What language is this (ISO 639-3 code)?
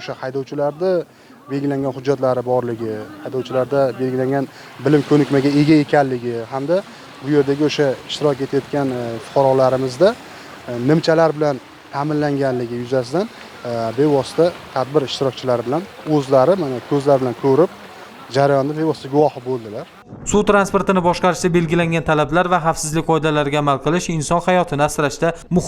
uzb